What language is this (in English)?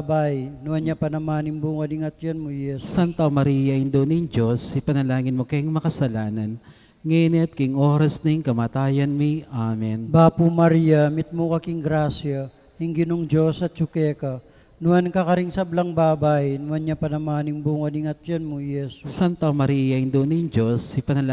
Pampanga